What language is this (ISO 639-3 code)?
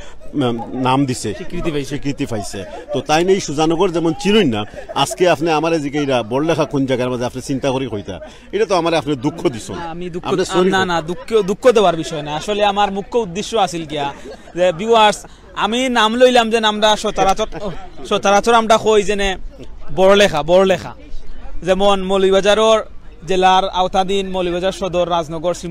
syl